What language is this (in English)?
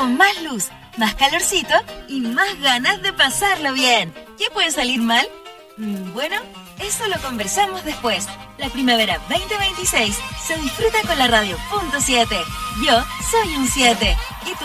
Spanish